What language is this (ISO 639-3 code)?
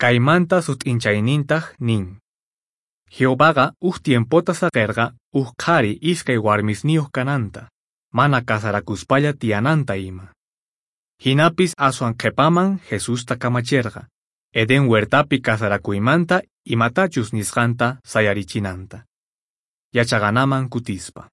que